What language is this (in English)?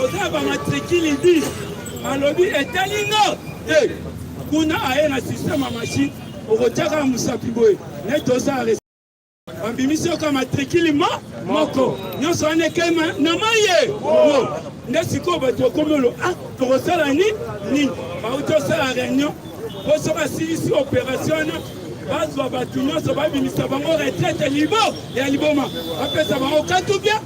Lingala